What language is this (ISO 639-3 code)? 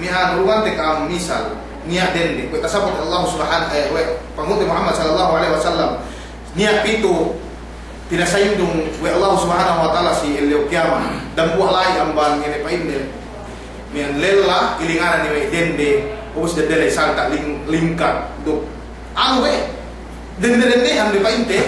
yka